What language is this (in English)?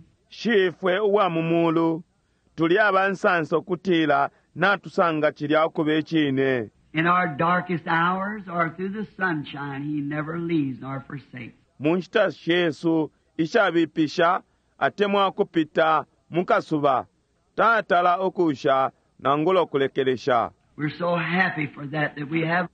Bemba